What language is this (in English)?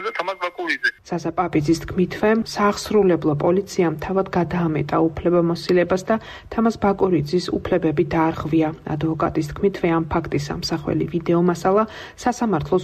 Georgian